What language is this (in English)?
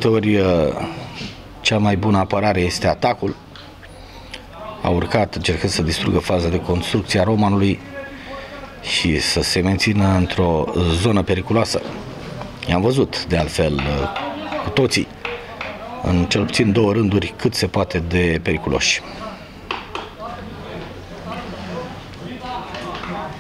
Romanian